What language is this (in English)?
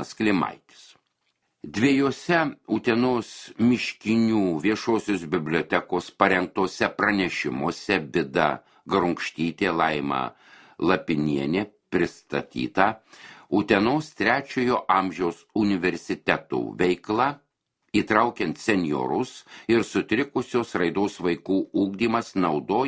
Lithuanian